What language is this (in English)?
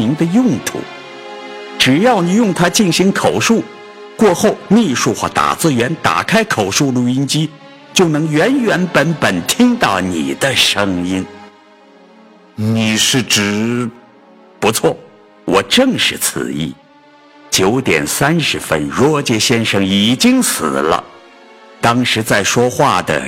Chinese